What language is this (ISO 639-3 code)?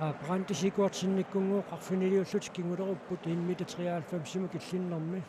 kal